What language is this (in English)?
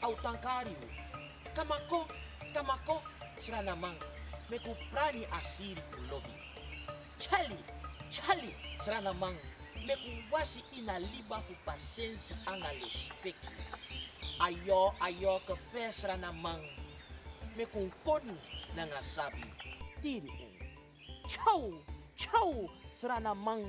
Sranan Tongo